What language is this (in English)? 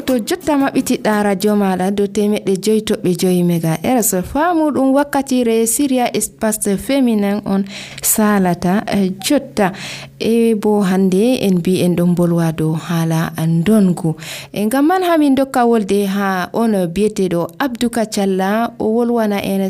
Nigerian Fulfulde